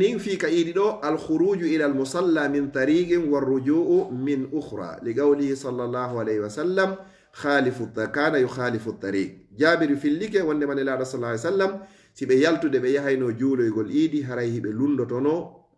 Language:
Fula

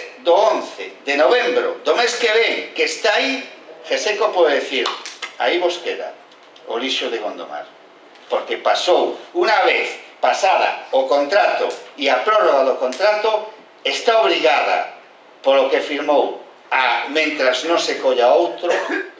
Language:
Galician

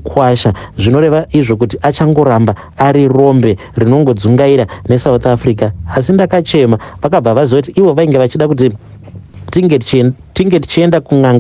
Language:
Shona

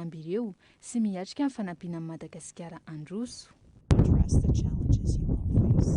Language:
Malagasy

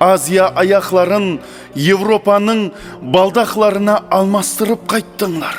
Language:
Kara-Kalpak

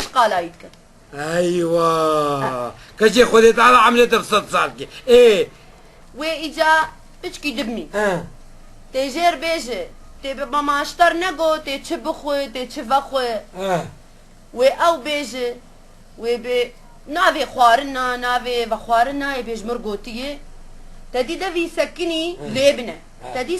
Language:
Kurdish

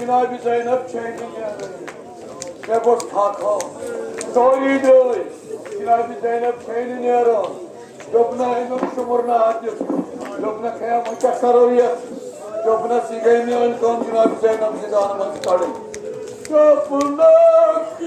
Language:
Kashmiri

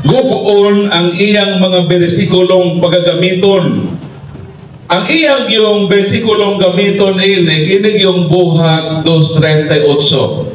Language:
Cebuano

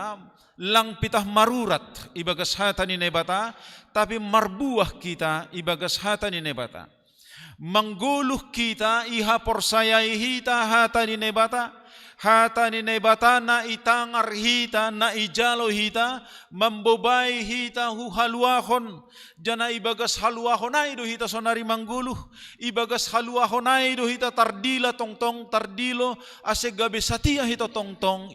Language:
Batak Simalungun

